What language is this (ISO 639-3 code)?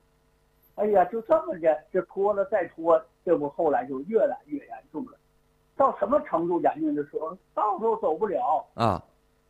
zho